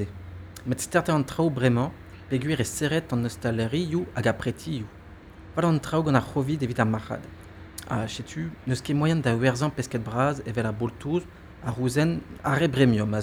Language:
Breton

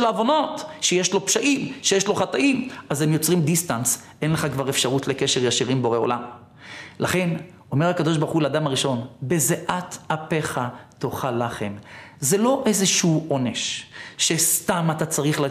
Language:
Hebrew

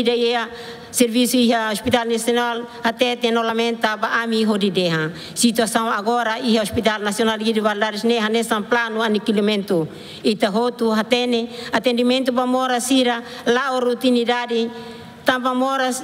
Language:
Tetum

